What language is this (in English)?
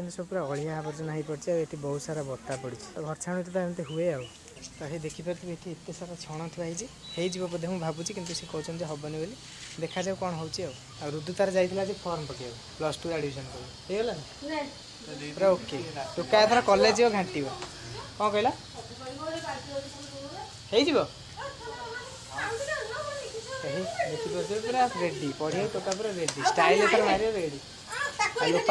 Odia